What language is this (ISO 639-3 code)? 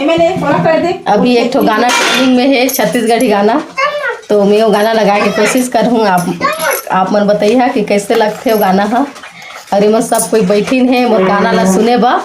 hne